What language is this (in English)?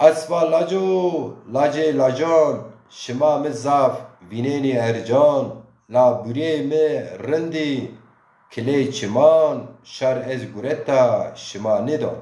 Zaza